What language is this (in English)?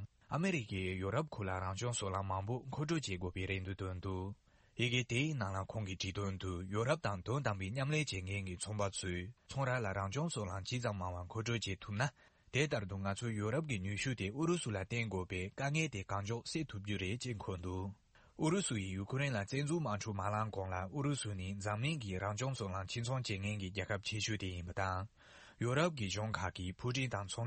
Tibetan